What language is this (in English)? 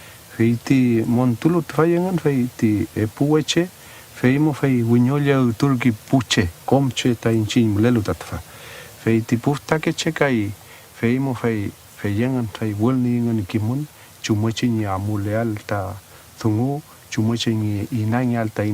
Mapuche